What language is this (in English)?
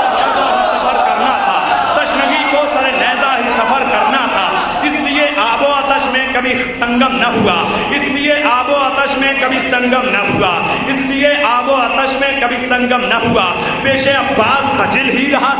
Urdu